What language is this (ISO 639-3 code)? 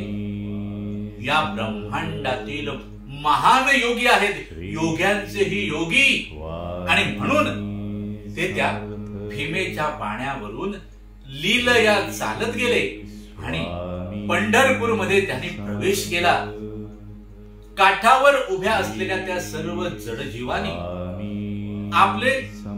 mar